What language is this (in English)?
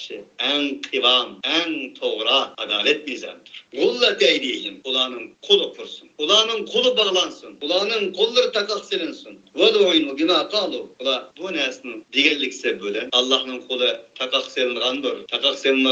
Uyghur